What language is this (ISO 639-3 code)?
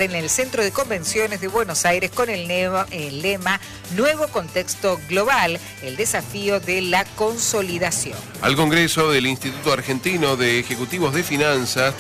spa